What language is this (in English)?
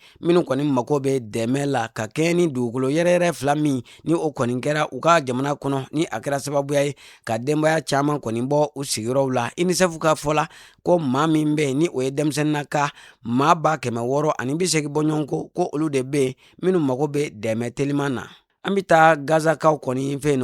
Bambara